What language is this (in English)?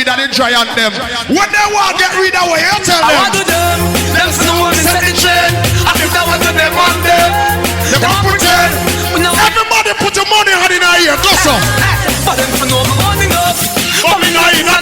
Jamaican Creole English